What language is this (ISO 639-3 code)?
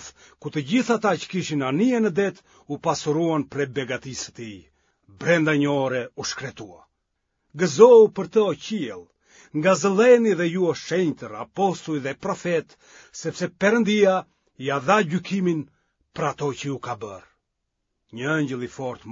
sqi